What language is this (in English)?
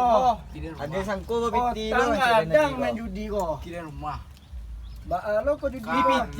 Minangkabau